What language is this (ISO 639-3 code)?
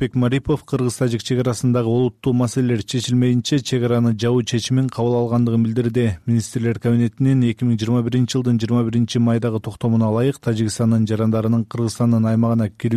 kir